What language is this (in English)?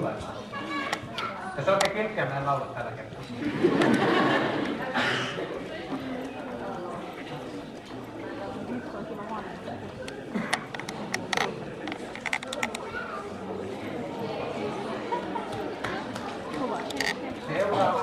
Finnish